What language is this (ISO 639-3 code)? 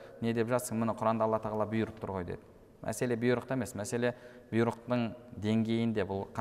kaz